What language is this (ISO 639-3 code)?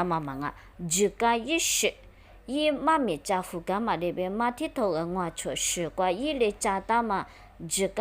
lis